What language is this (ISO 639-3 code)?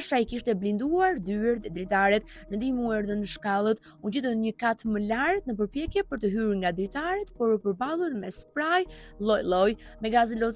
sqi